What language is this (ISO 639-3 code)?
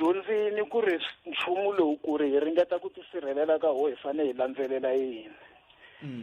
tso